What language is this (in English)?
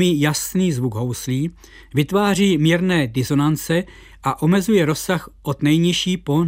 Czech